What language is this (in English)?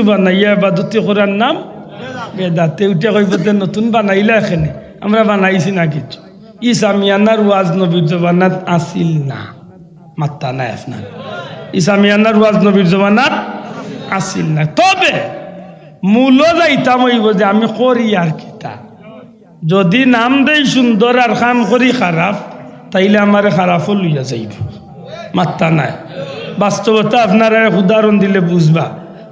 Sylheti